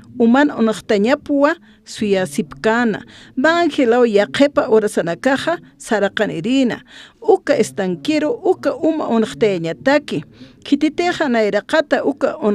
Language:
Aymara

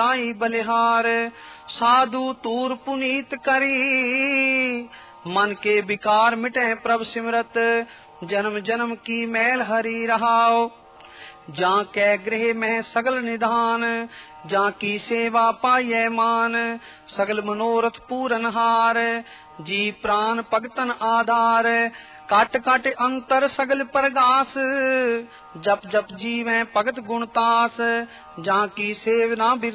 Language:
Punjabi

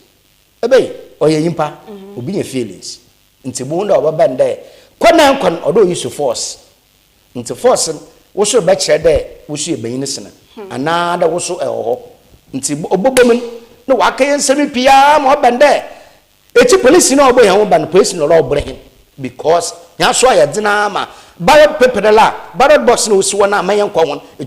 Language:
Akan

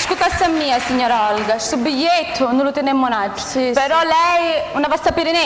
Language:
Sicilian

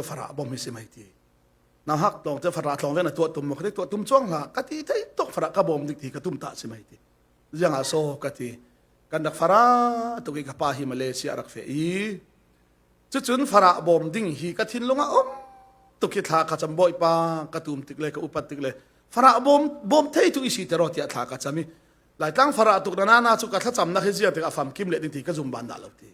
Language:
Falam Chin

